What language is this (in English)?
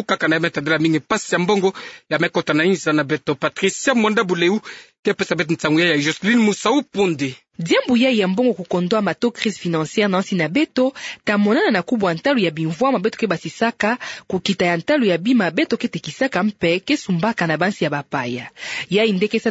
Kituba (Democratic Republic of Congo)